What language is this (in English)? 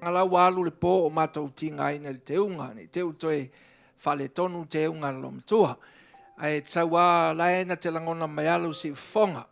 Samoan